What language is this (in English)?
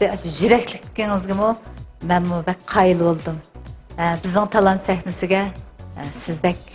Uyghur